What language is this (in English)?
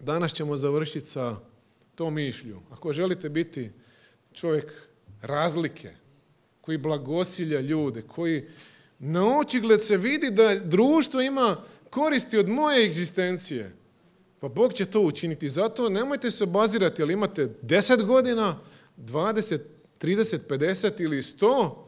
Croatian